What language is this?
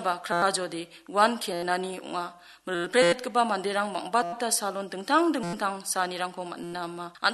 Garo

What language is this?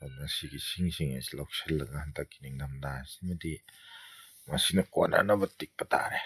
Manipuri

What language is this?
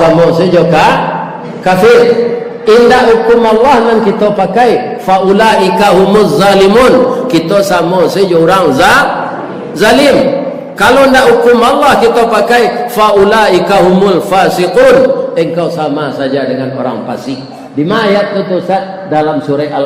Minangkabau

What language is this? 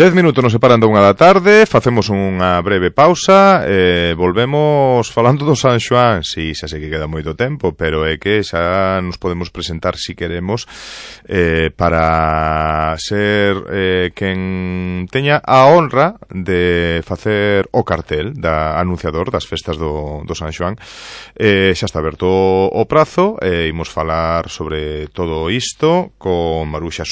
Galician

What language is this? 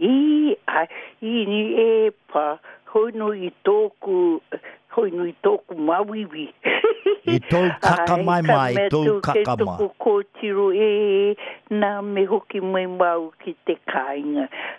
Māori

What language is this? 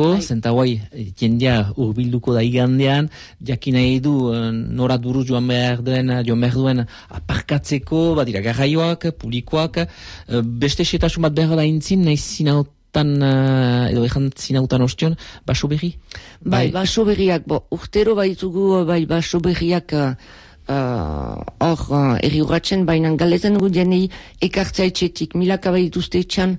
Basque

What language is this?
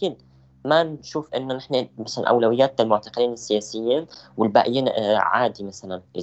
North Levantine Arabic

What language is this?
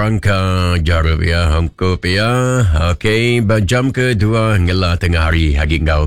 Iban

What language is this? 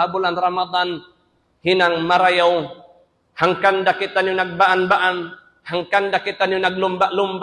Tausug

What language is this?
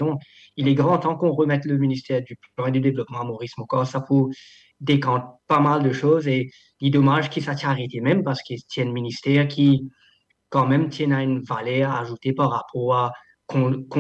Morisyen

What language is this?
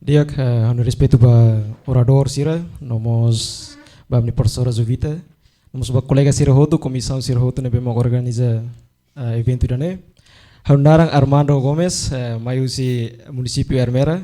Tetum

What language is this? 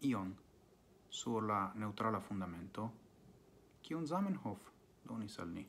Esperanto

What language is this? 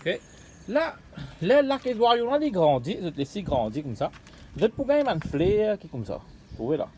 Morisyen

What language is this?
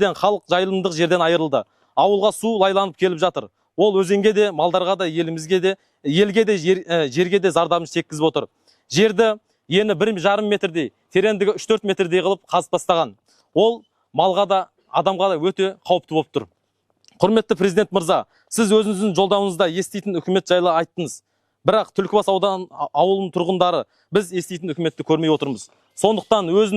Kazakh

